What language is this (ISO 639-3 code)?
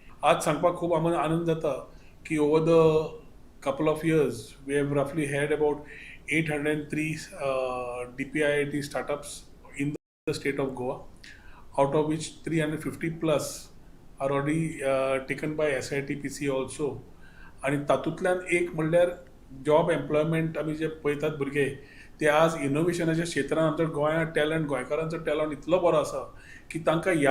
kok